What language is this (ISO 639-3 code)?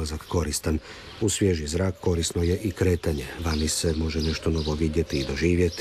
hrv